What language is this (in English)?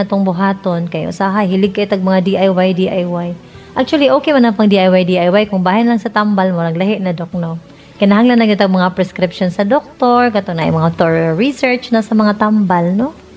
Cebuano